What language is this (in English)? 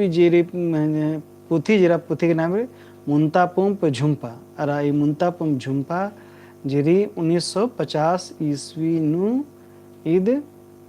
Kurukh